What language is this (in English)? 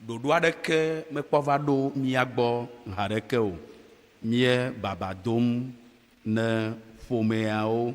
Ewe